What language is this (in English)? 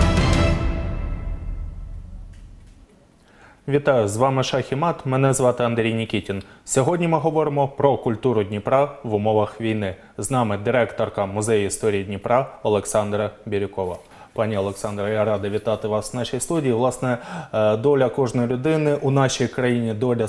Ukrainian